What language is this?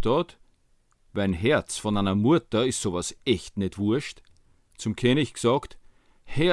Bavarian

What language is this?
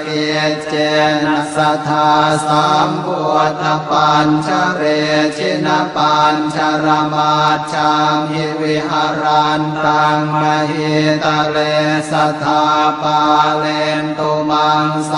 Pali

